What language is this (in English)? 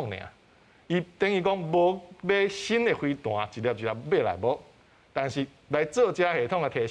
Min Nan Chinese